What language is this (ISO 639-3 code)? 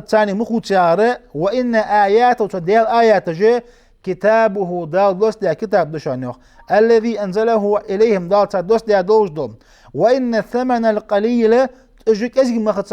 inh